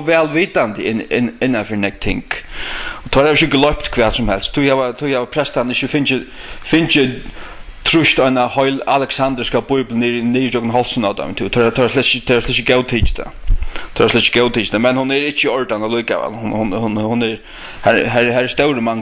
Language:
Faroese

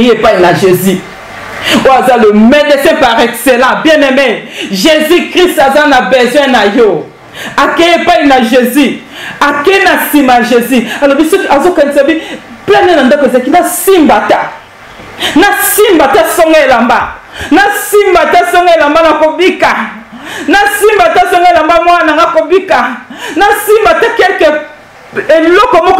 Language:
Lingala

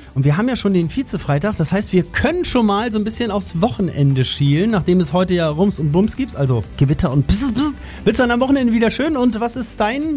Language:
German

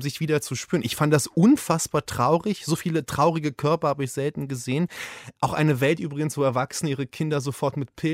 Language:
German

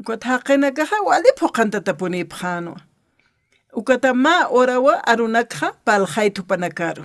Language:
Aymara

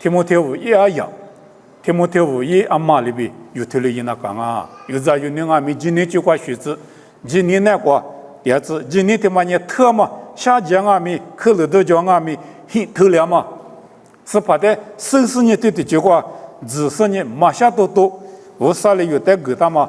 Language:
Lisu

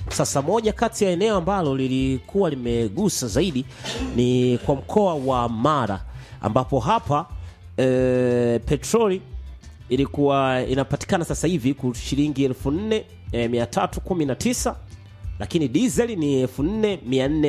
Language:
Swahili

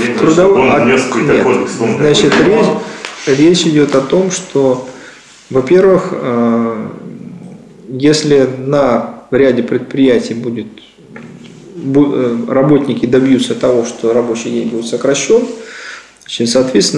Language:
Russian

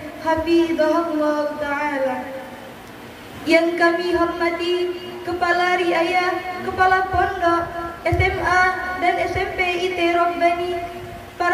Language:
Indonesian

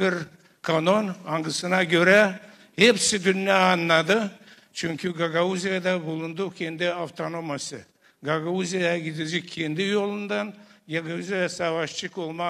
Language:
Gagauz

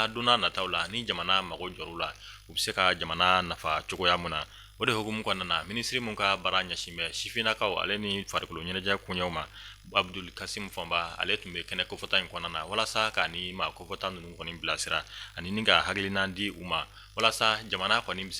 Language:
Bambara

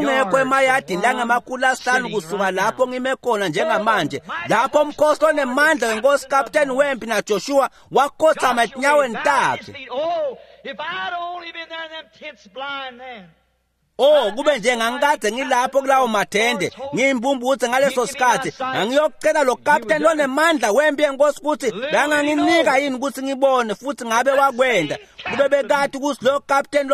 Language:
Swati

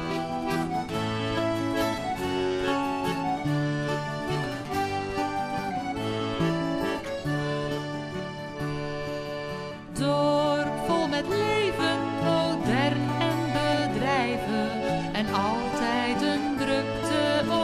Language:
Dutch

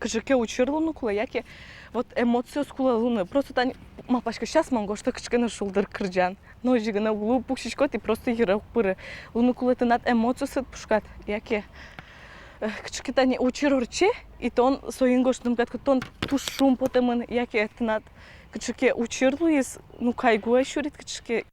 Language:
Udmurt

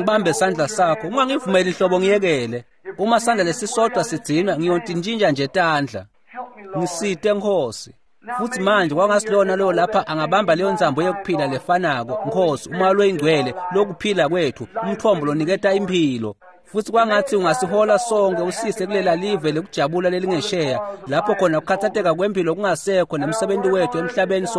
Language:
Swati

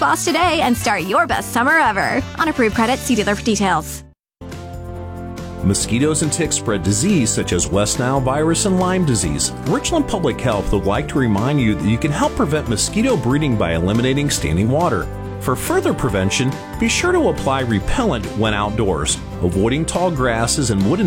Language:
English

